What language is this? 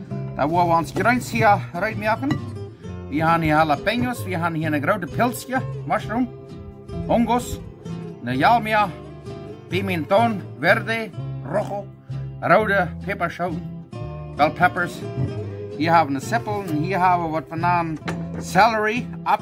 Plautdietsch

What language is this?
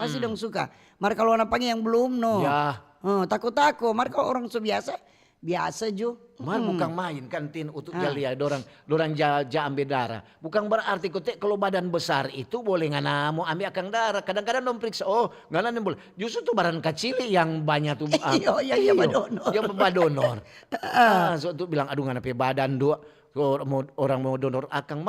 Manado Malay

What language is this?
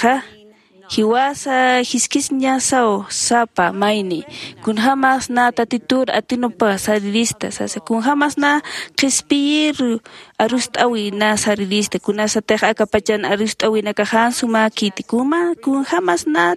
Aymara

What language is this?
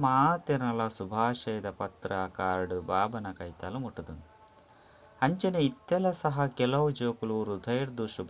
Tulu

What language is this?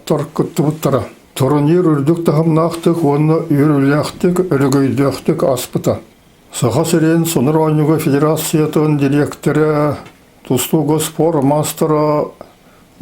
Yakut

